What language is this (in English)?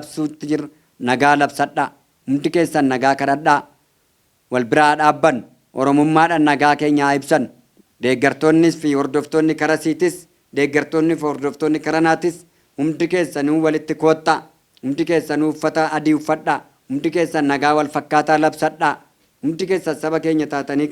Oromo